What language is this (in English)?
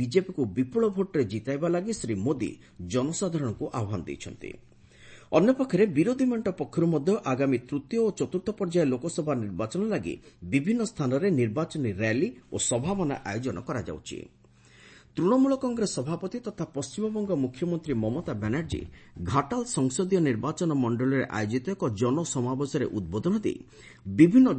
Odia